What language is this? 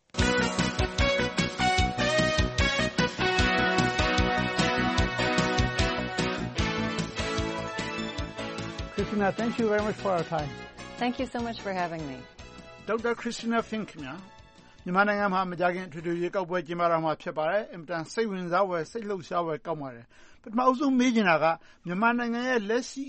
Burmese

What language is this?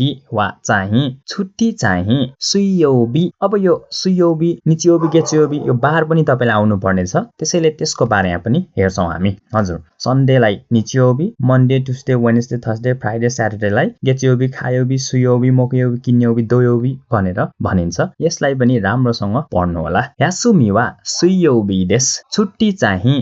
Nepali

